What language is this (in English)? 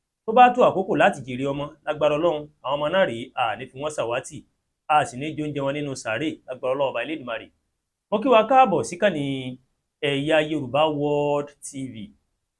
Yoruba